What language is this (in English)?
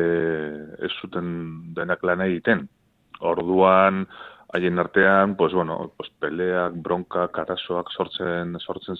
Basque